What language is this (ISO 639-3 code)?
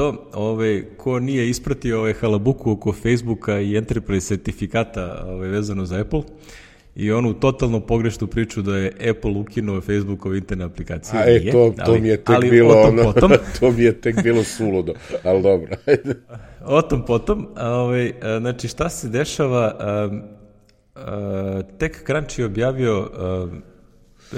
srp